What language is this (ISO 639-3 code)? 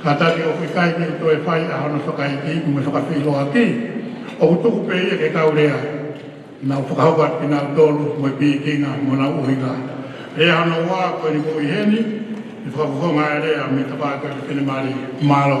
ton